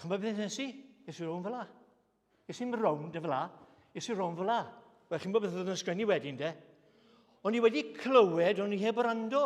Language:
Welsh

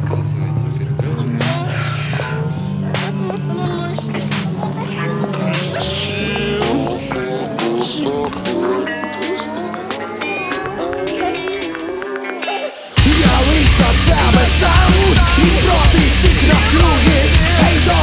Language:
Ukrainian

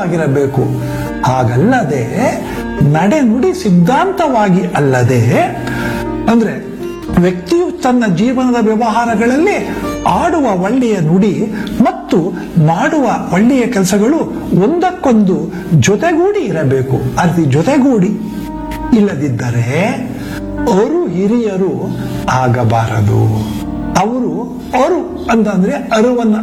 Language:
Kannada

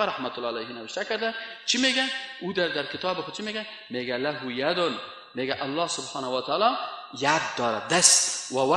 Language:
Persian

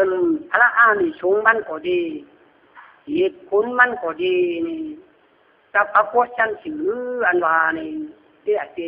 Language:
Lü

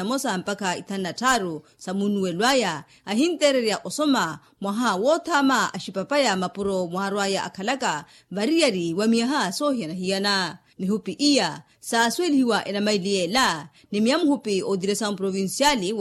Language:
Makhuwa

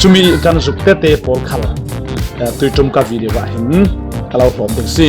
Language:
Falam Chin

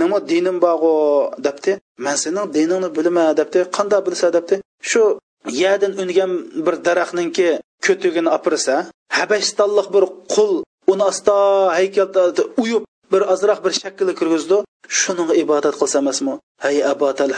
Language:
Uyghur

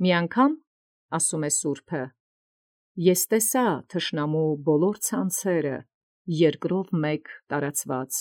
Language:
Armenian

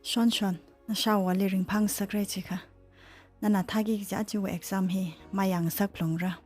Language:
Tangkhul Naga (India)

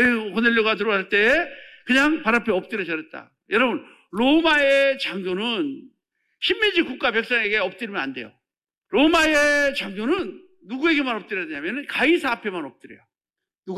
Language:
Korean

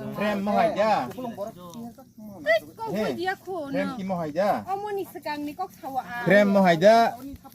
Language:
Kok Borok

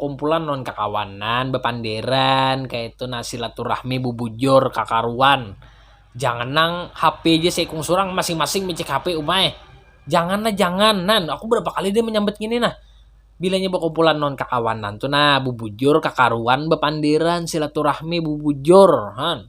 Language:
Banjar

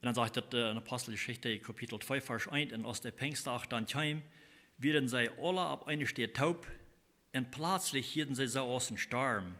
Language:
Plautdietsch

